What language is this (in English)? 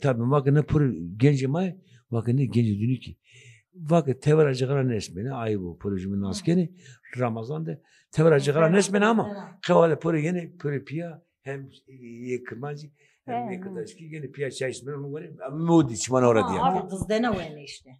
Zaza